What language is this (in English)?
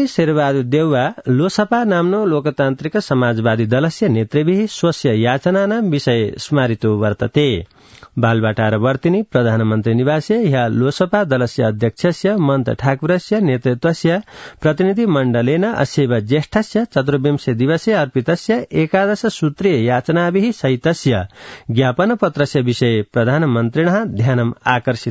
Sanskrit